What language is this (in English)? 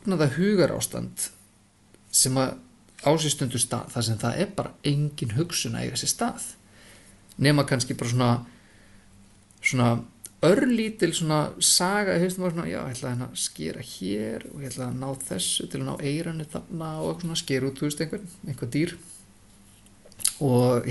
Icelandic